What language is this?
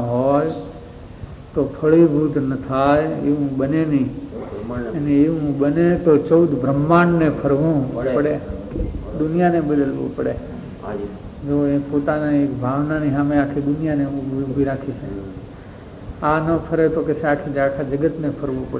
Gujarati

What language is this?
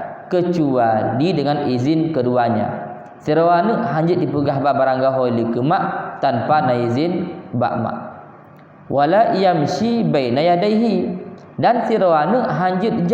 Achinese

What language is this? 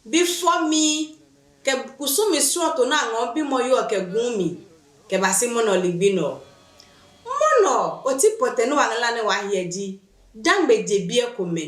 Adangme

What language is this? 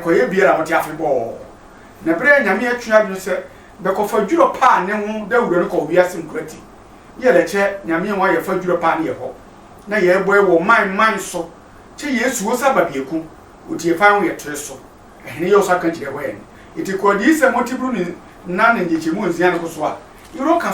Sehwi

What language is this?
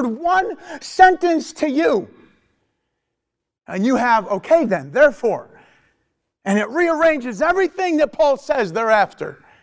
English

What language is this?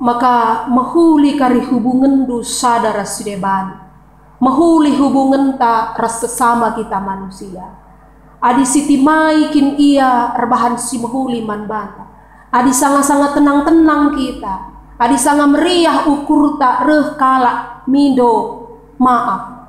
Batak Karo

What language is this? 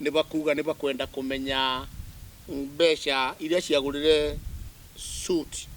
Meru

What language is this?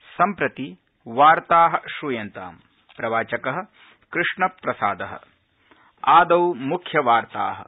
Sanskrit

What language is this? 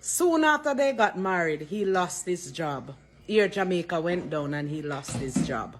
Jamaican Creole English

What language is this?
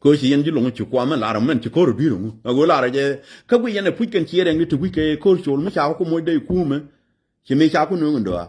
Nuer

